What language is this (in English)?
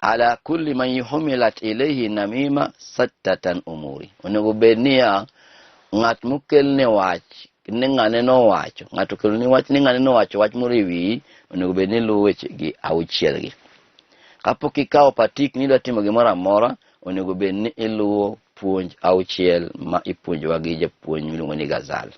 Luo (Kenya and Tanzania)